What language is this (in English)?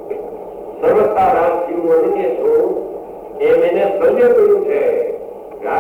Gujarati